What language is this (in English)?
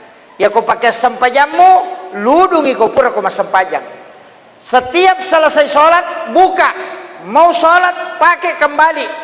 Buginese